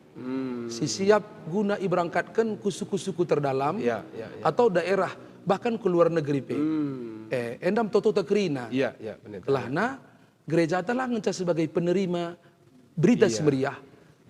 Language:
Batak Karo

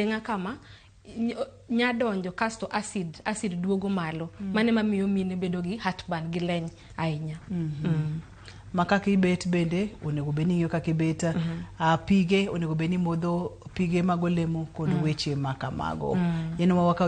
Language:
Luo (Kenya and Tanzania)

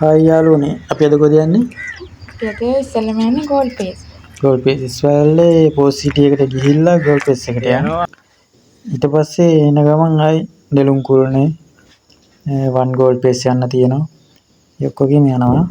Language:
Sinhala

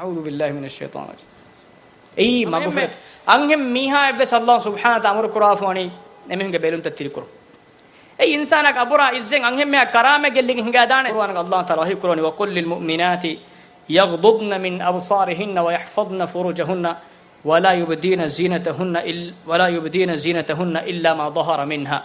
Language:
Divehi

